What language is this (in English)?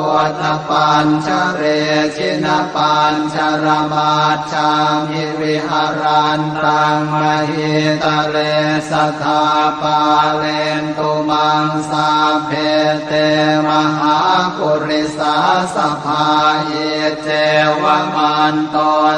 Pali